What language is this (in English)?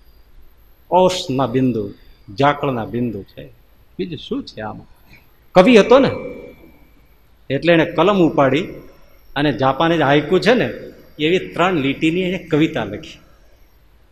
Gujarati